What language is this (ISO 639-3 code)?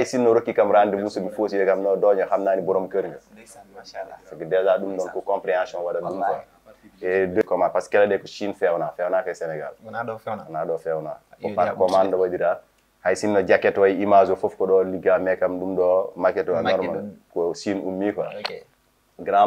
ful